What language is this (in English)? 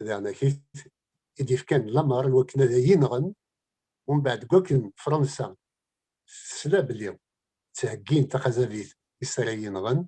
Kabyle